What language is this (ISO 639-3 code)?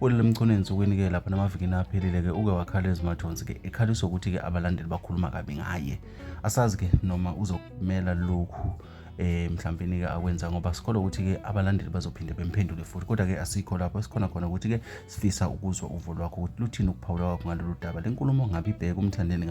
zul